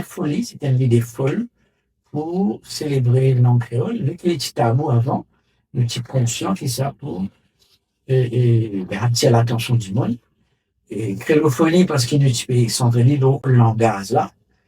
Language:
Morisyen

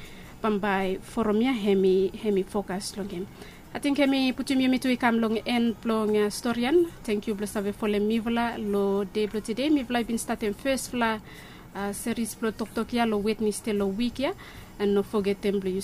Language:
Bislama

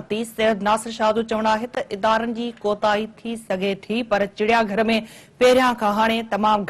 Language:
Sindhi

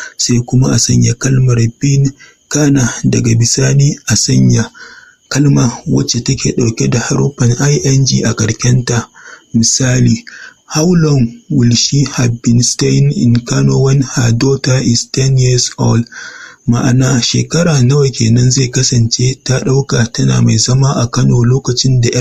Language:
Hausa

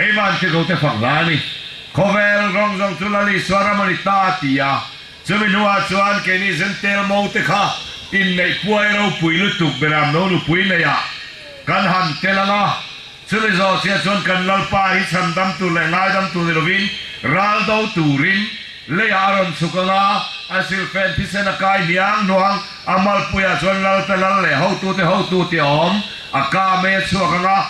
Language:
Falam Chin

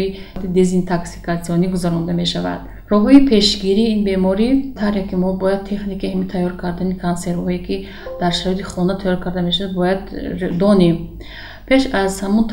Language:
Tajik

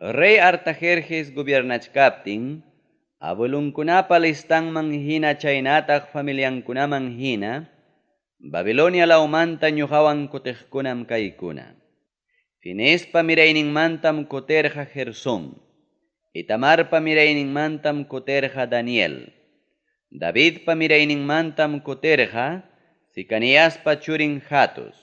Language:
Ayacucho Quechua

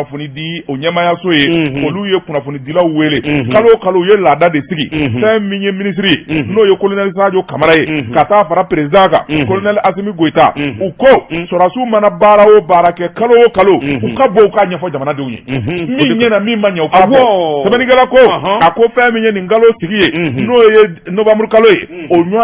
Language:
Bambara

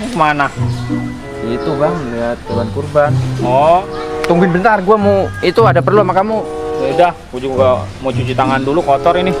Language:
Betawi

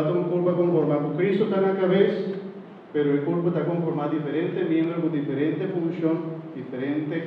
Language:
Papiamento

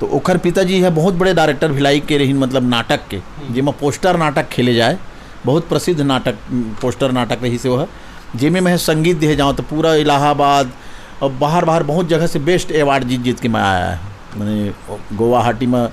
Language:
Chhattisgarhi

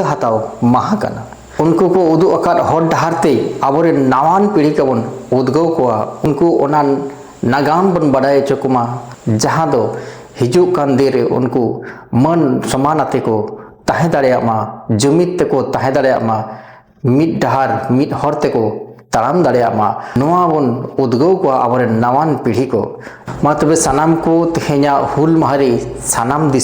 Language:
Santali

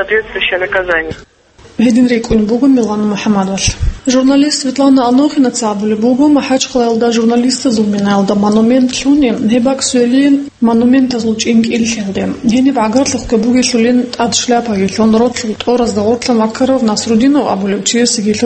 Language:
Avaric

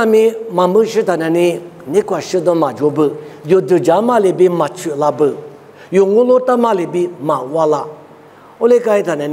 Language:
Lisu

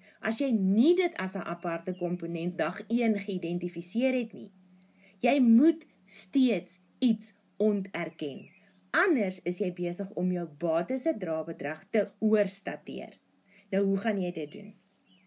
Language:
Afrikaans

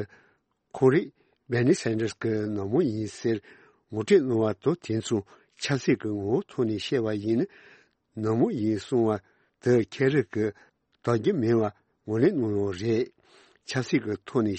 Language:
Tibetan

